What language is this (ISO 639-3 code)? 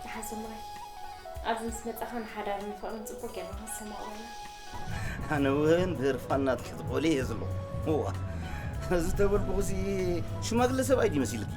tir